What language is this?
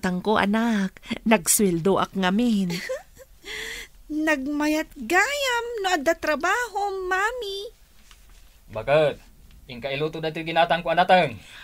Iloko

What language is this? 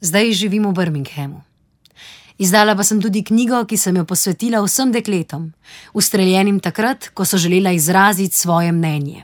Slovenian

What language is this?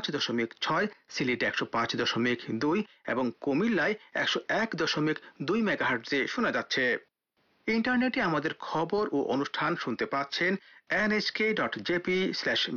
Bangla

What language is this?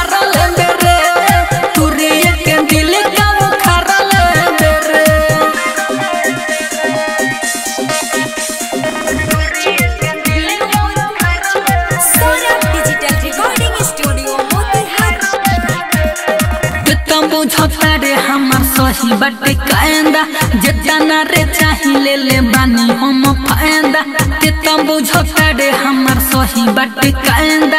Bhojpuri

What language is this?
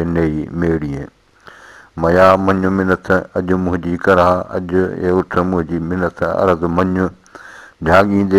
Sindhi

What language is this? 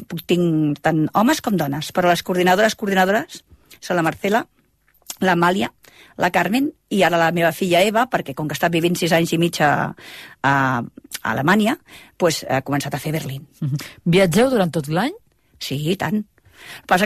Catalan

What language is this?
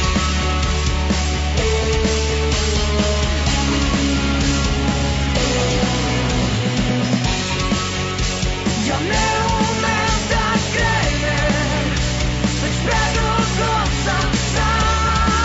Serbian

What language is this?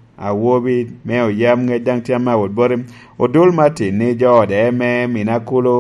Lango (Uganda)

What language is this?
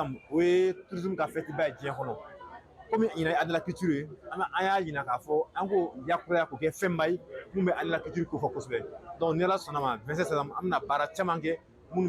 Bambara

